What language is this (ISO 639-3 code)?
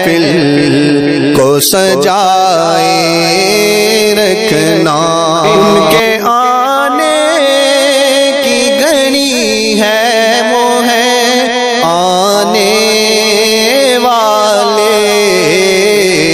urd